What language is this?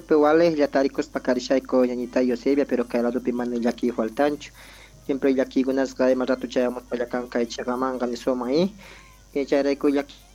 Quechua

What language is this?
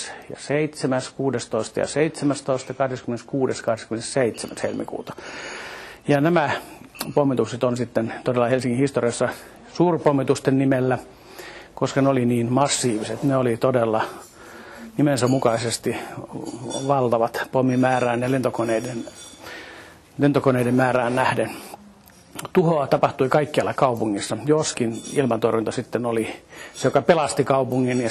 Finnish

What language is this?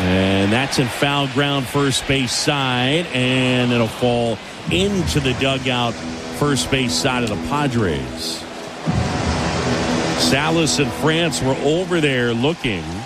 English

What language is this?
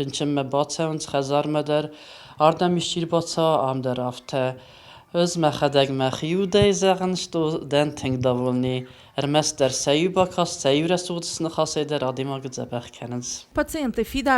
Ossetic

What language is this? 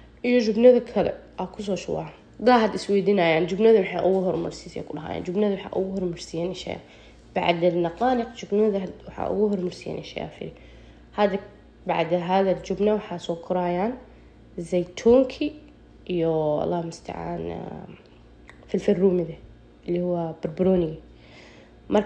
Somali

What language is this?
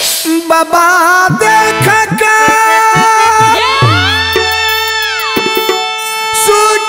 Bhojpuri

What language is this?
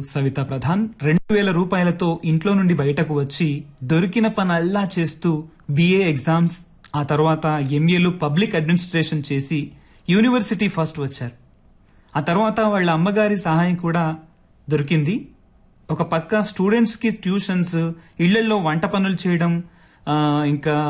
Telugu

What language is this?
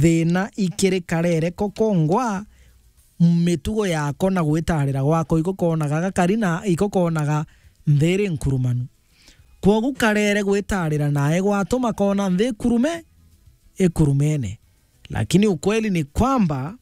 Meru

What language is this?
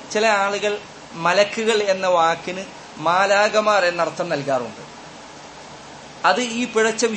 Malayalam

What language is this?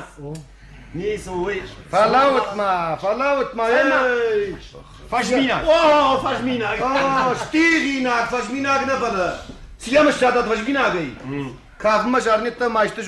Ossetic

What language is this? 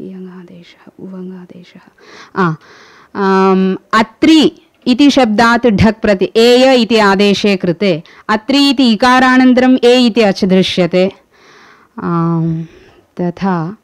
Sanskrit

